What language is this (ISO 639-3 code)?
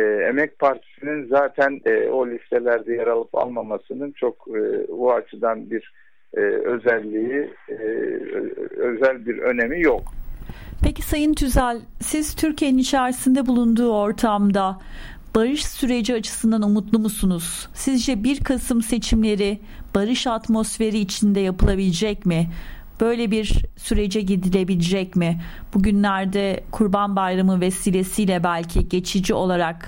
tur